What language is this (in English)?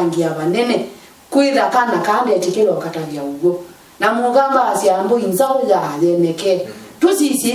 Kamba